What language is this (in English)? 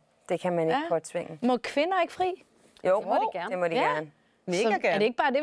Danish